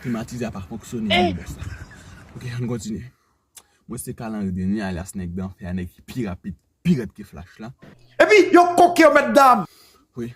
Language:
Haitian Creole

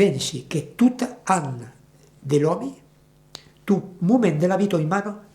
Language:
Occitan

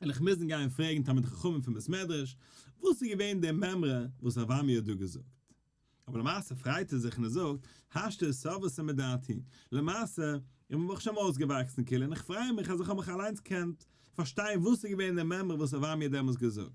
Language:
Yiddish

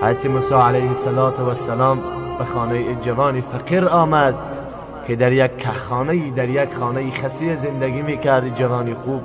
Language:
Tajik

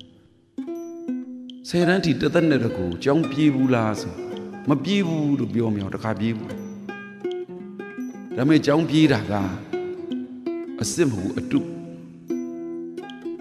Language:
Burmese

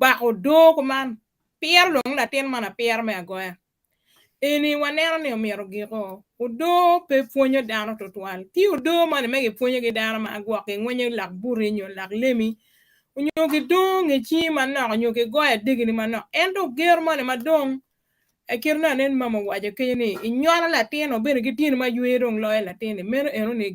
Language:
Acoli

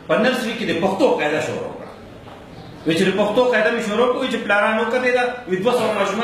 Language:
Pashto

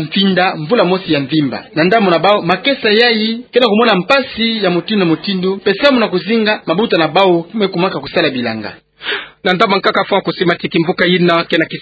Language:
Kituba (Democratic Republic of Congo)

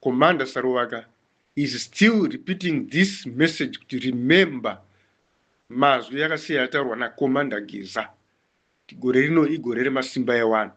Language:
Shona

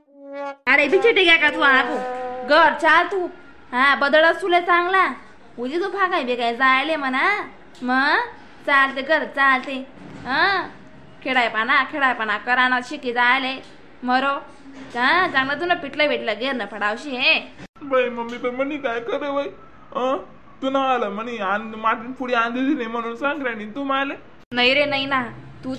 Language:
Khandesi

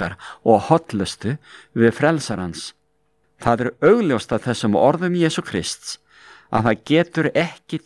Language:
Icelandic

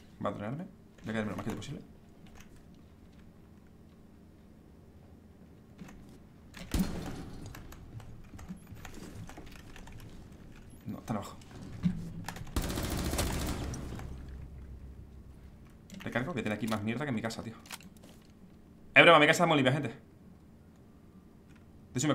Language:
Spanish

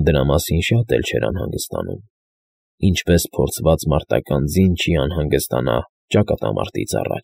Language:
Armenian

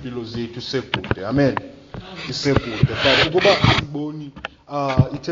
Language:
Xhosa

